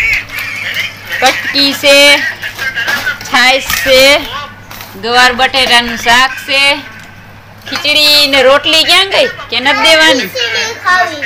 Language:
Gujarati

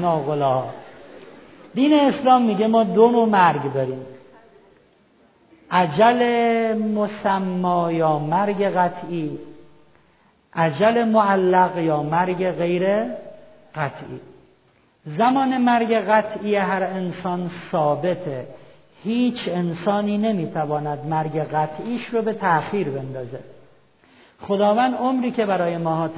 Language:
Persian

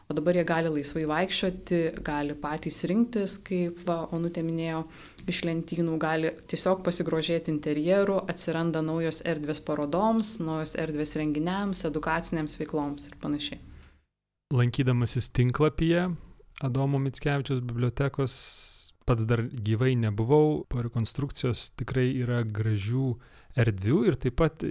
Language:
Lithuanian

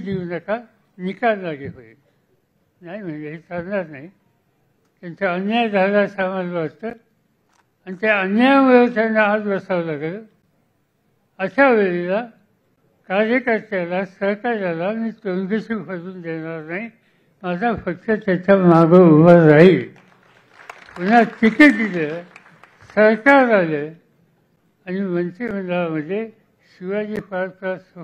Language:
Marathi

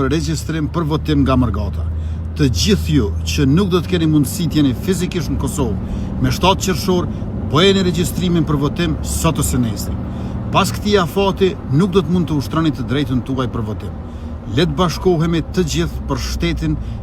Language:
Albanian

